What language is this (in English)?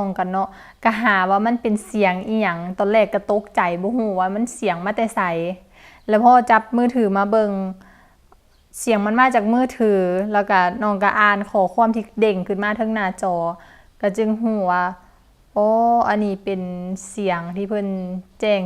Lao